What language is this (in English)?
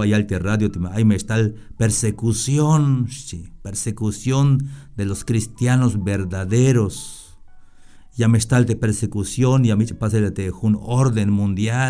Tzeltal